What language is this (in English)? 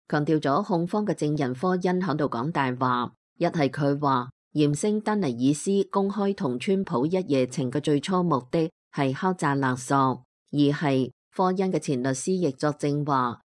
Cantonese